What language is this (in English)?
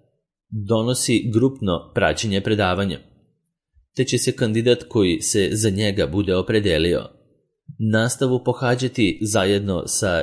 Serbian